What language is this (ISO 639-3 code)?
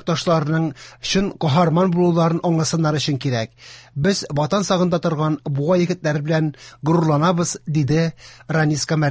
tat